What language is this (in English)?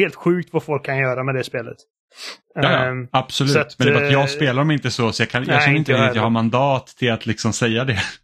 Swedish